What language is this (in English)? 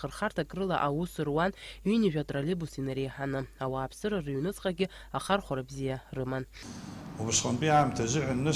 Abkhazian